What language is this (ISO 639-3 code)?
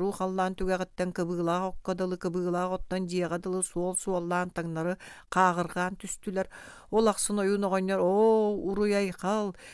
sah